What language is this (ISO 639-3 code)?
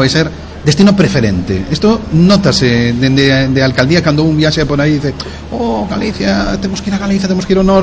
glg